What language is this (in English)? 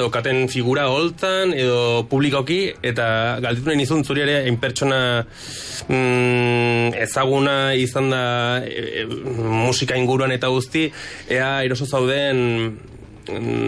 Basque